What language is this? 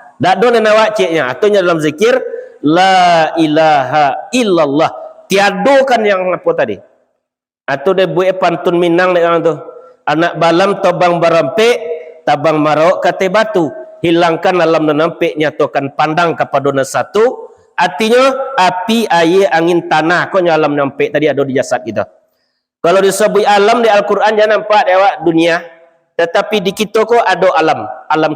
Minangkabau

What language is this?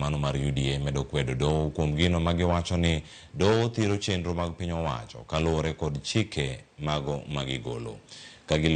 Luo (Kenya and Tanzania)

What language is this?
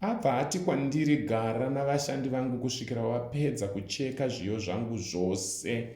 Shona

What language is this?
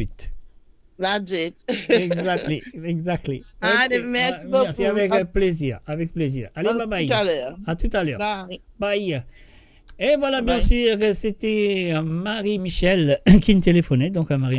Morisyen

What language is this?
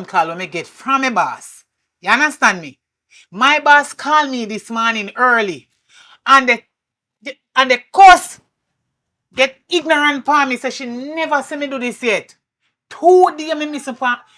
Jamaican Creole English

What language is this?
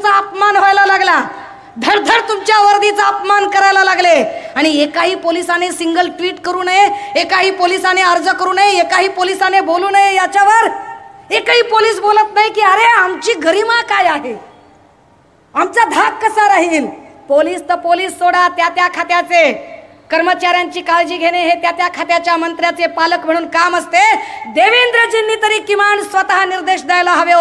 Marathi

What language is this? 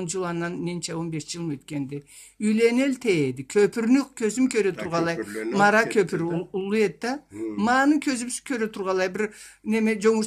Karachay-Balkar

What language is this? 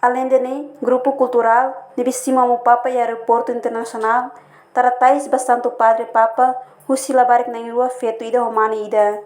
Tetum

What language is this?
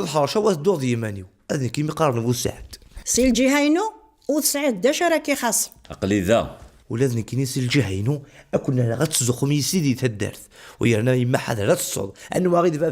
Kabyle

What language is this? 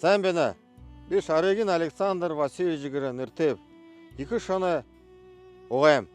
Buriat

